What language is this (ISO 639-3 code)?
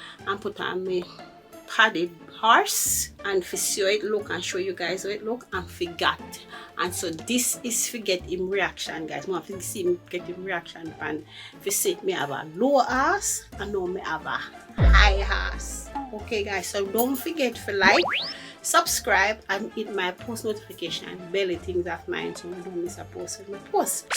jam